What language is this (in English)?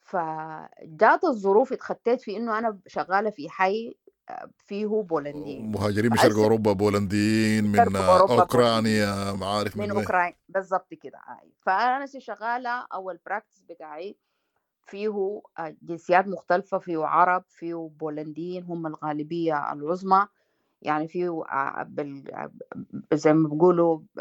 Sudanese Arabic